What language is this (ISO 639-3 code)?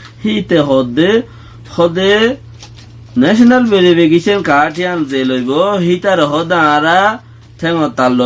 rhg